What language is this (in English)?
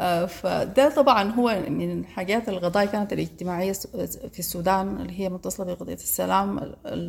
Sudanese Arabic